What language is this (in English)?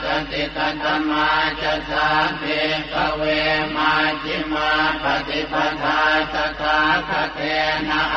Pali